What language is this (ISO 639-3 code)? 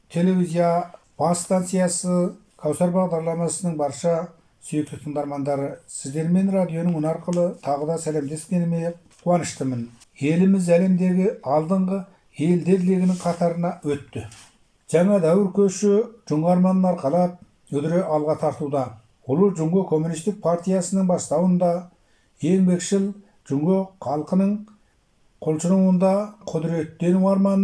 kaz